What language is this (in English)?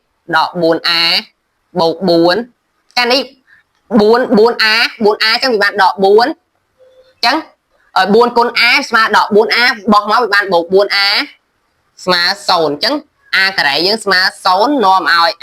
Khmer